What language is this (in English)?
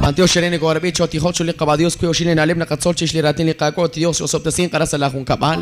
Kekchí